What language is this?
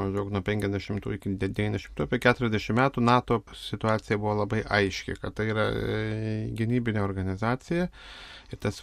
Lithuanian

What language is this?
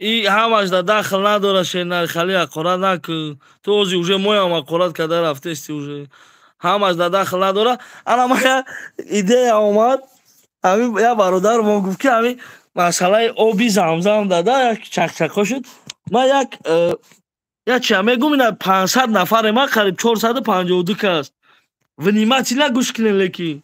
Tajik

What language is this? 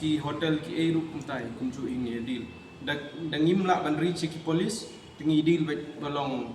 Khasi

